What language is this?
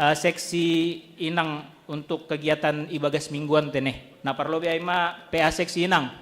Batak Simalungun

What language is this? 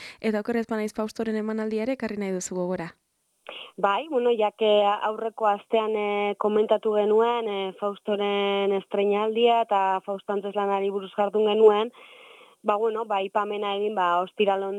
Basque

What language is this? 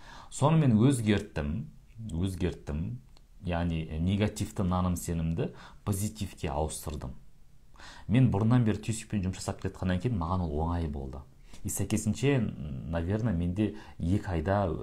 Kazakh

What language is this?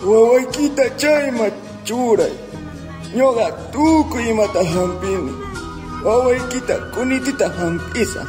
Quechua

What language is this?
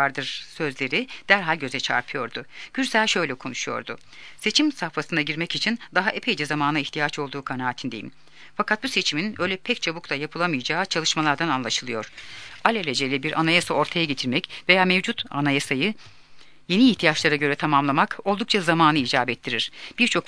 Turkish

